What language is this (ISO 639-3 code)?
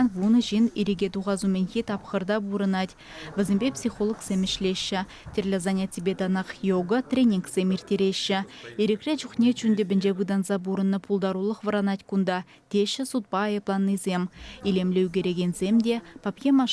chv